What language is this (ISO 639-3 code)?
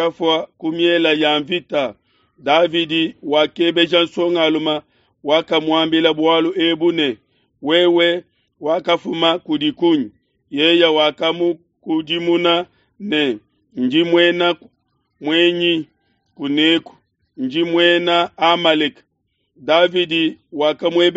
lua